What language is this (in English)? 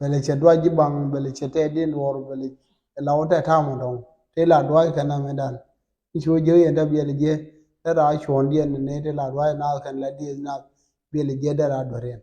Nuer